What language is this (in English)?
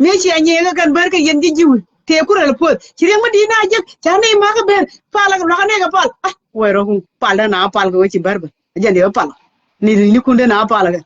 Nuer